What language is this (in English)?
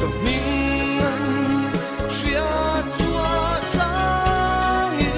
Mizo